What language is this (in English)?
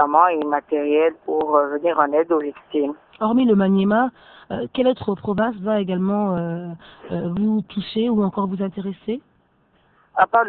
French